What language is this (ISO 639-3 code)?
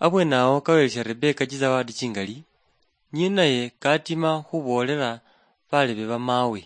luy